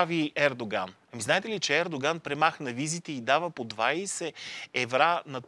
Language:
Bulgarian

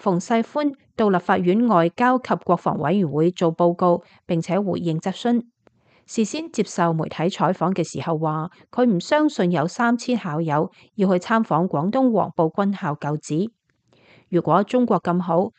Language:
Cantonese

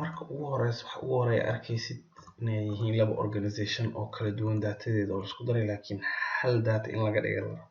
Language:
Somali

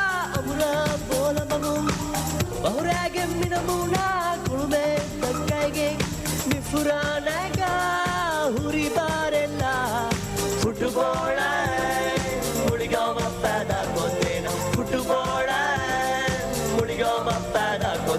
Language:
Divehi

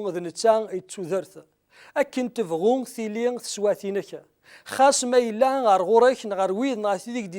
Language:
Kabyle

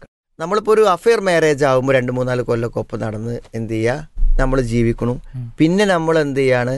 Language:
Malayalam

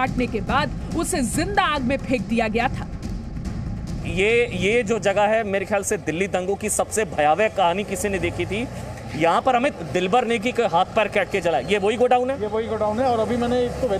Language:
Hindi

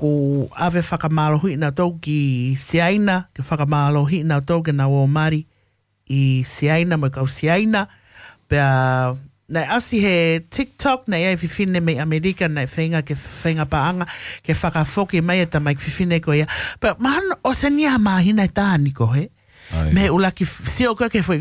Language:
Tongan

